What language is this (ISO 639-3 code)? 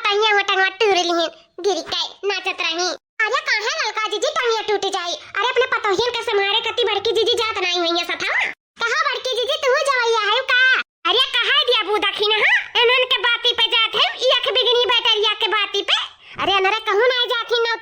awa